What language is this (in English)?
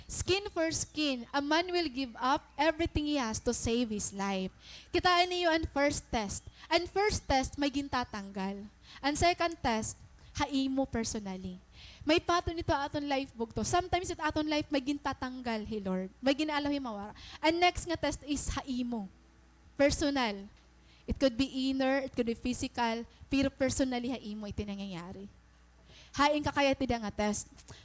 Waray